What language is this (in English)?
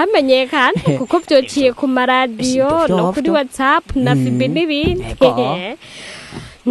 Rundi